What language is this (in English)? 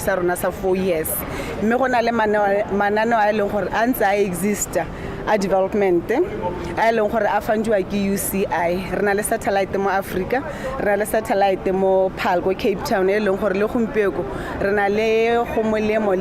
Tswana